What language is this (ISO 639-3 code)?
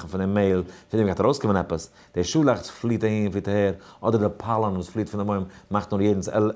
yid